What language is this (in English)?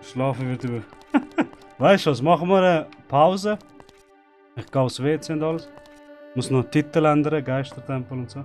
Swiss German